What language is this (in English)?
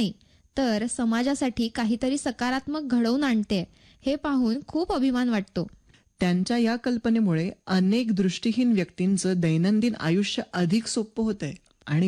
Marathi